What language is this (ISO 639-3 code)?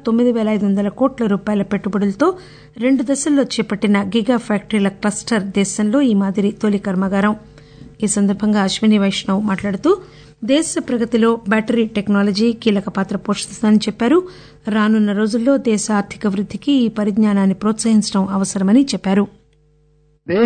tel